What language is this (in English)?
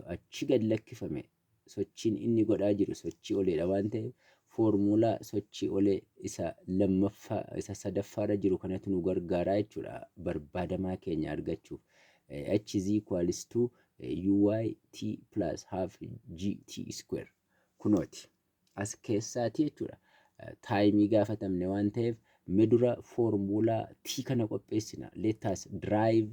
Oromo